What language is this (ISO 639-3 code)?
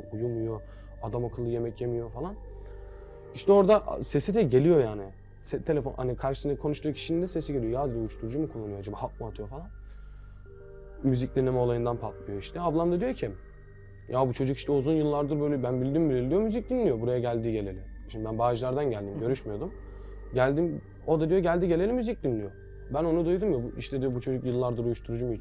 tur